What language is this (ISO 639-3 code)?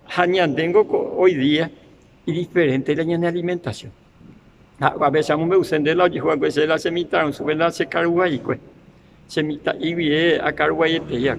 grn